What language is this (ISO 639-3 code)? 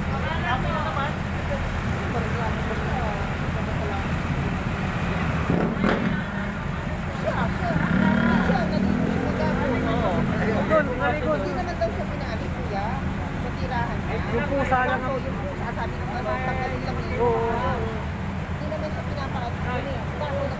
fil